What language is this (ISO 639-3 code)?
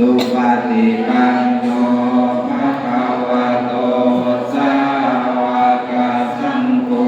pli